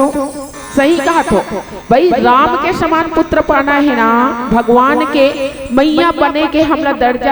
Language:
Chhattisgarhi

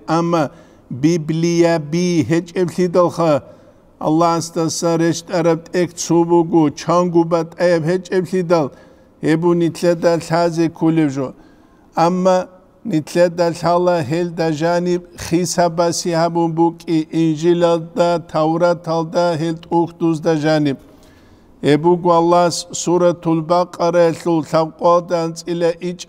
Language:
Avaric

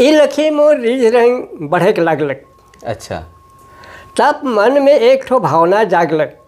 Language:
Sadri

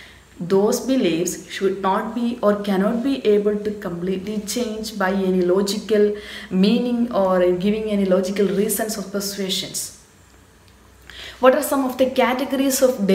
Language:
English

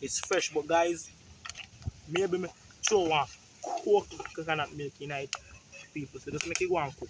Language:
Jamaican Creole English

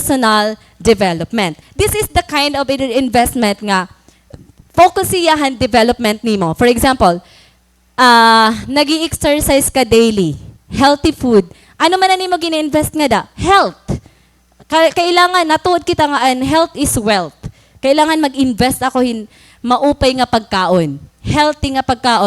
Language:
Waray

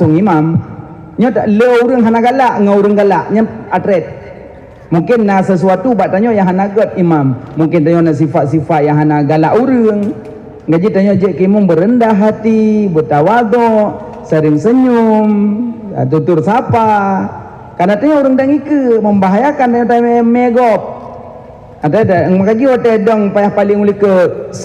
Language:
Achinese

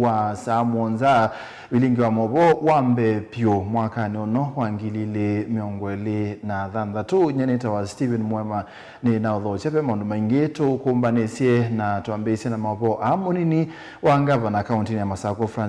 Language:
Kamba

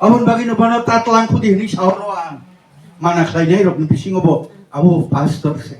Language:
Kok Borok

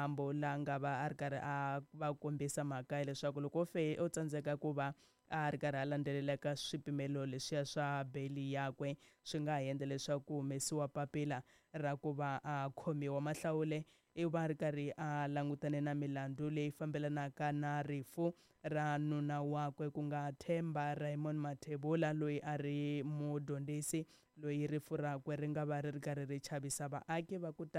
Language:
Tsonga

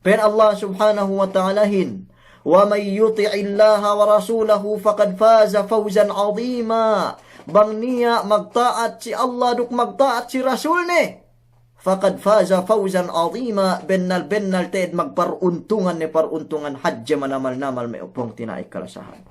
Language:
Yakan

